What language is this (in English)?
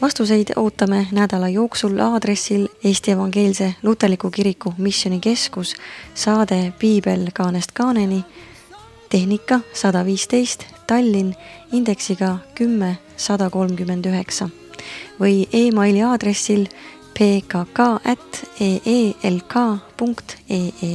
Estonian